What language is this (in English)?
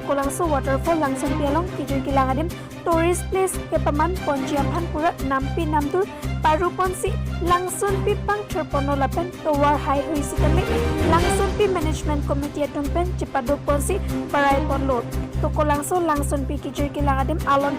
Karbi